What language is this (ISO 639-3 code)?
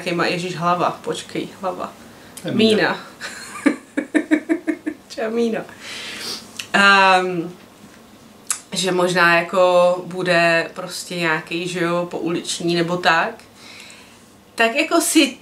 ces